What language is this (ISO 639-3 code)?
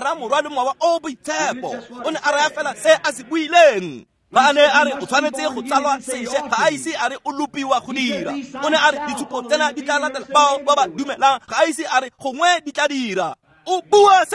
tsn